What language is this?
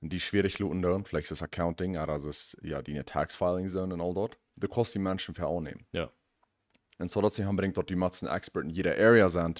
Plautdietsch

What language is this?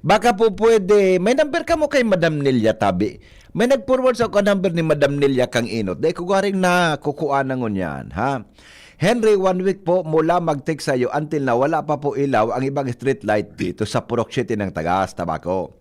Bikol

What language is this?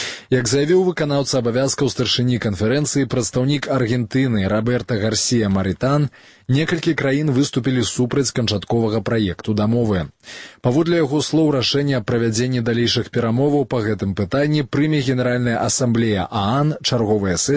Belarusian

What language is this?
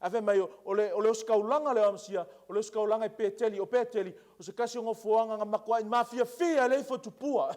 Samoan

